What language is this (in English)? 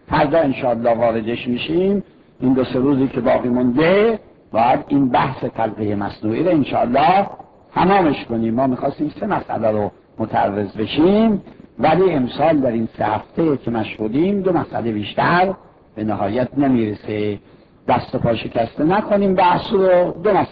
Persian